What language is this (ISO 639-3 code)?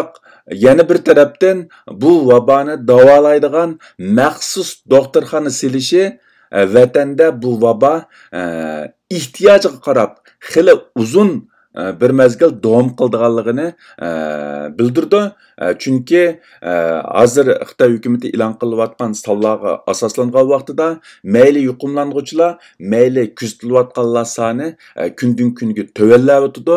uig